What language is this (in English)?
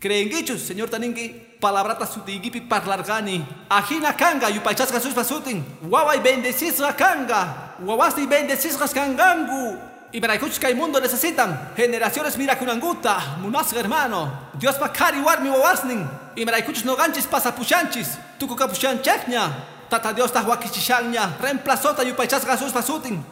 Quechua